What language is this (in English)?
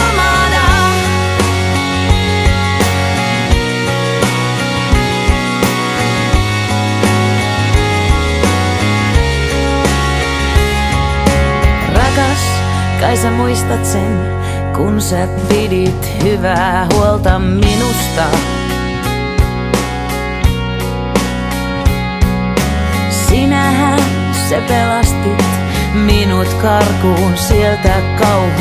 Finnish